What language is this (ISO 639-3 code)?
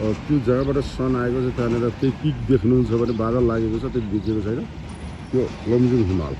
nep